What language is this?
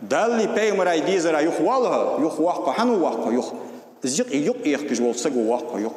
Ingush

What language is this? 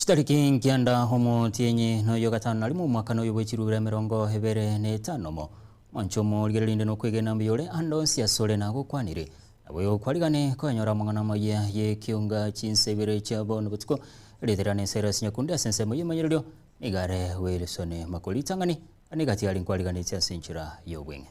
Gusii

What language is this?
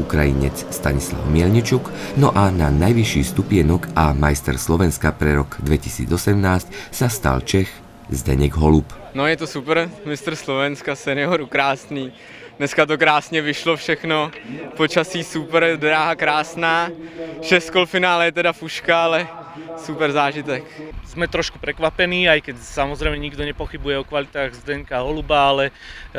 Slovak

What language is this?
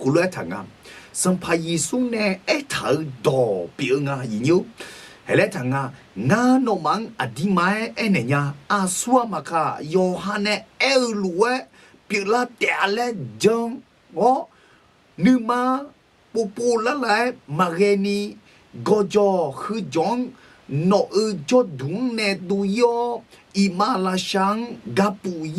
Akha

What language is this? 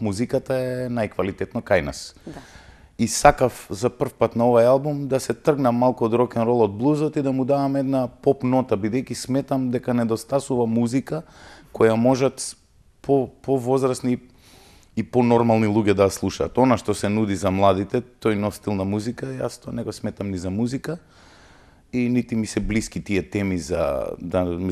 Macedonian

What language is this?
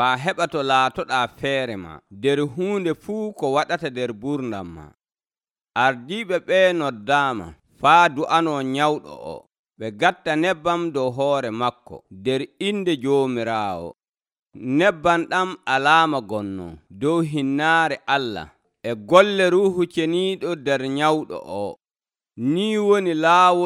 Nigerian Fulfulde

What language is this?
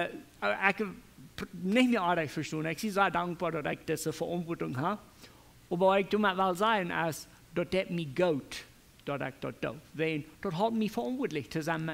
Plautdietsch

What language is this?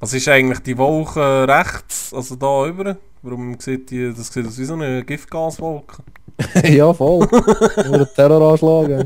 Swiss German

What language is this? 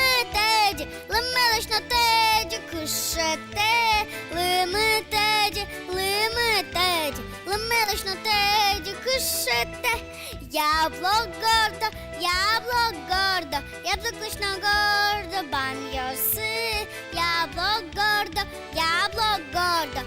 Udmurt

